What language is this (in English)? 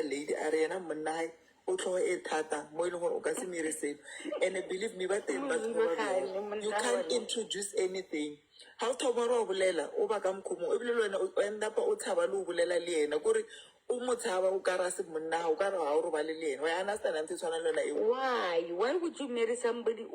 Southern Sotho